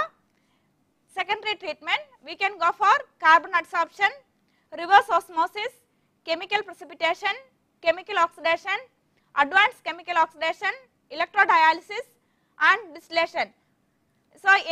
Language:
English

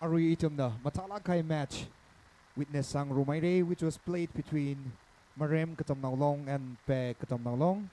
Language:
Tangkhul Naga (India)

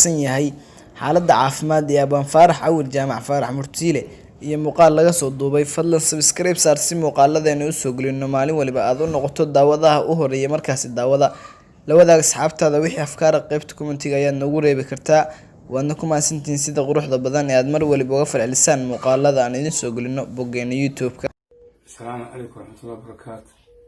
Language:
Somali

